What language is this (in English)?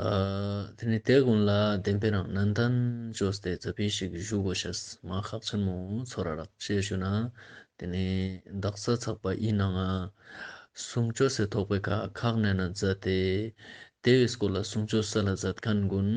Ladakhi